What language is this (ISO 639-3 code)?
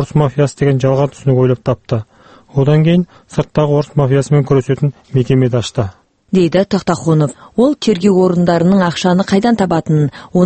kaz